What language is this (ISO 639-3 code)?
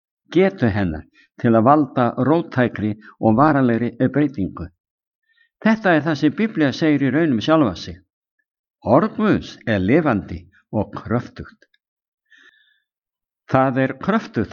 isl